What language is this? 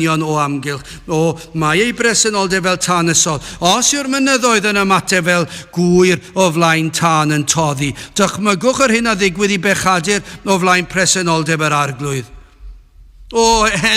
Welsh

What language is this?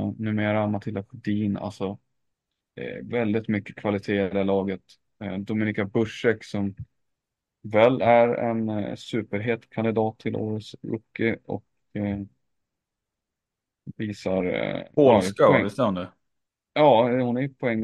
Swedish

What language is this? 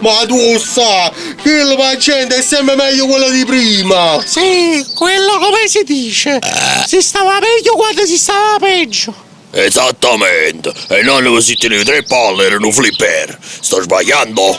Neapolitan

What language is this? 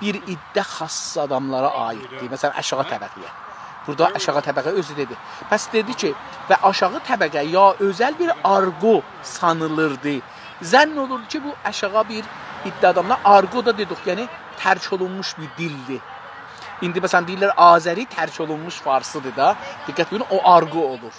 South Azerbaijani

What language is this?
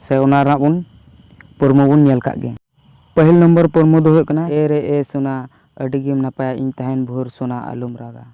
Santali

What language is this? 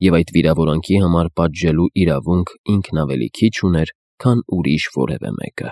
Armenian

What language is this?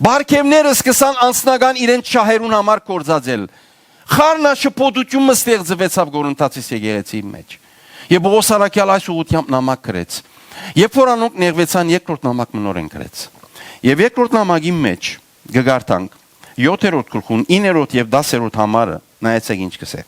Western Armenian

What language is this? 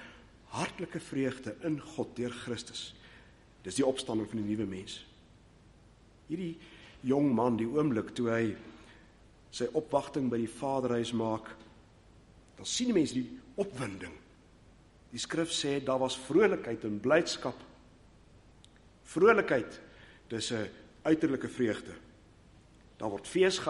Afrikaans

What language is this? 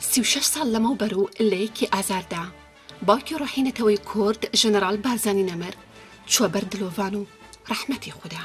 Kurdish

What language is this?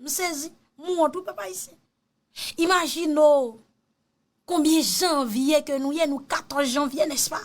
Haitian Creole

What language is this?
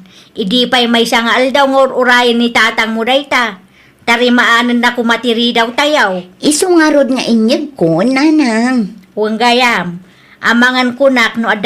Iloko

